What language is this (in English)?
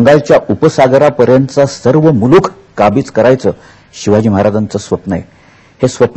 Marathi